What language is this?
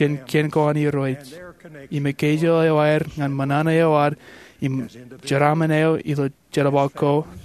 Marshallese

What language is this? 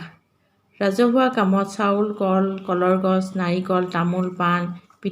Assamese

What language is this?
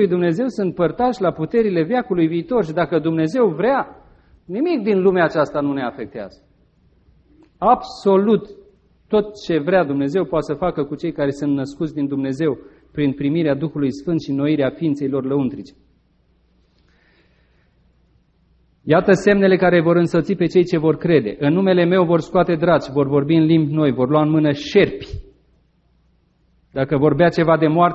Romanian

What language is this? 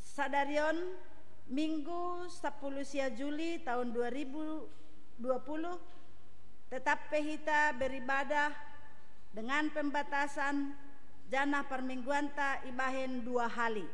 Batak Simalungun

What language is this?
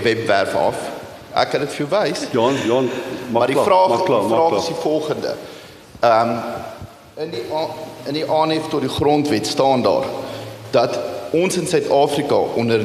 Afrikaans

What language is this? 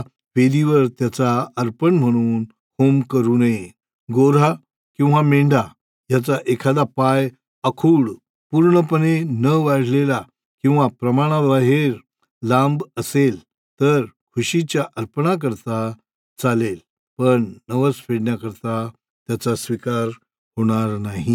Marathi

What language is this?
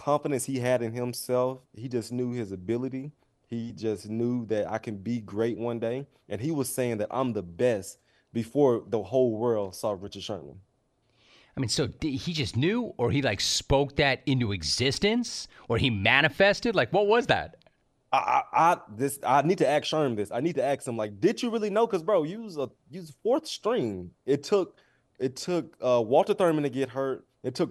English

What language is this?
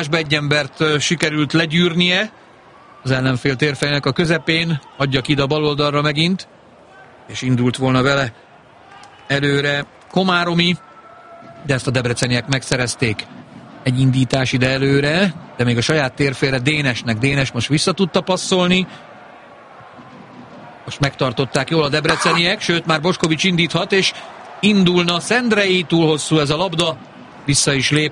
Hungarian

